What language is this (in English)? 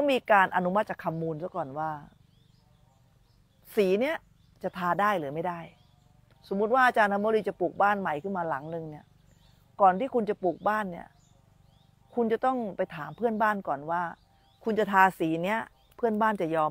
Thai